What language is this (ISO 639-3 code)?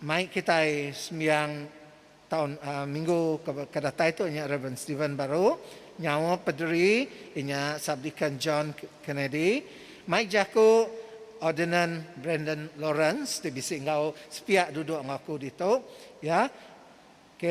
iba